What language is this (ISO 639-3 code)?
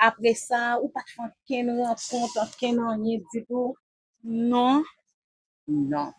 hat